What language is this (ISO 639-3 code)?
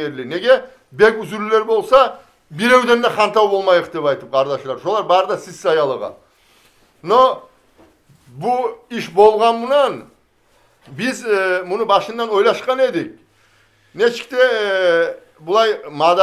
kum